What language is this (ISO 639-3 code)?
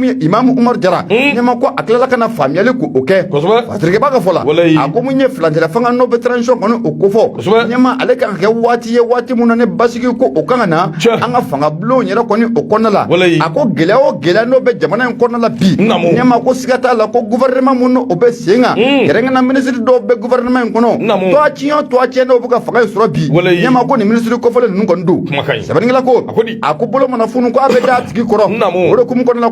bam